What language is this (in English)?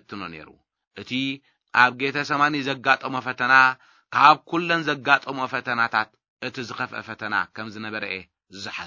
Tigrinya